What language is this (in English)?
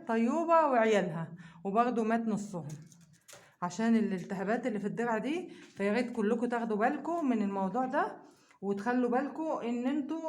Egyptian Arabic